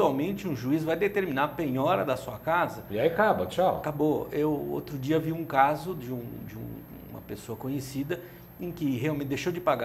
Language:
Portuguese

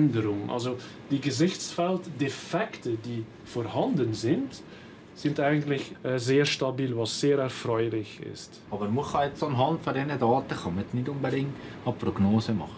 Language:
Swiss German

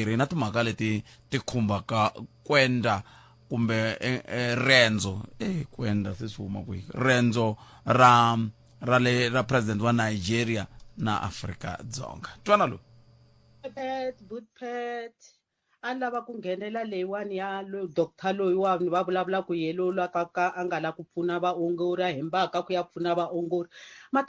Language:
Tsonga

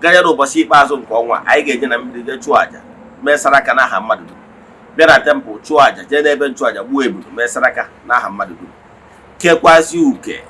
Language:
Igbo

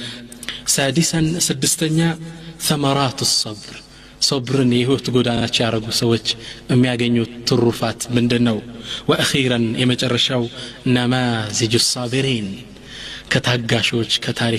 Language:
Amharic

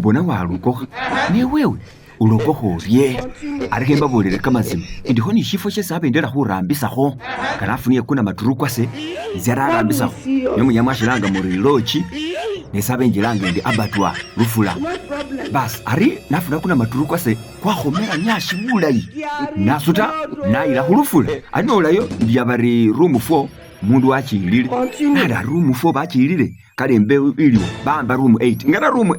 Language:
Masaaba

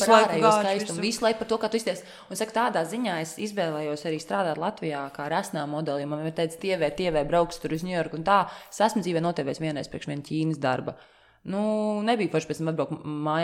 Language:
Latvian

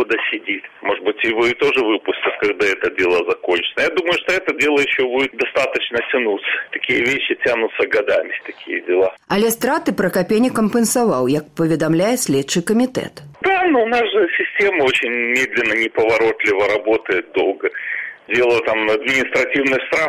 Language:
Belarusian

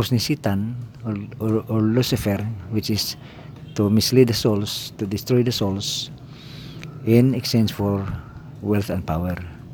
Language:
Cebuano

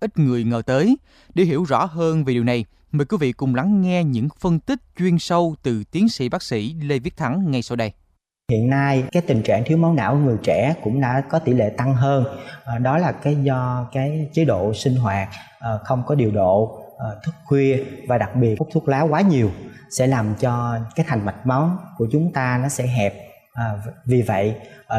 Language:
Vietnamese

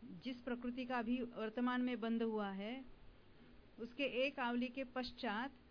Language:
Hindi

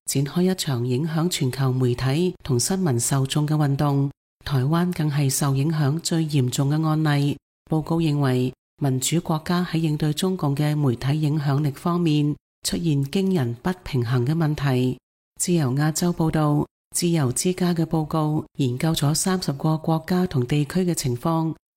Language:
Cantonese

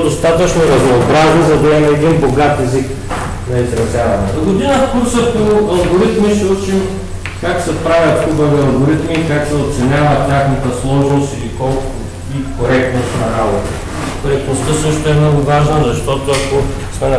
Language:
Bulgarian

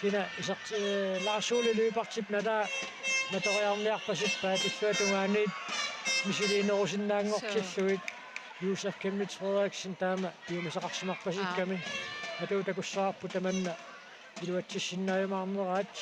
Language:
Kalaallisut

